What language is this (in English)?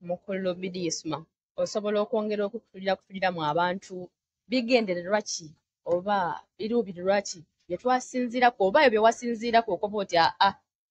Soga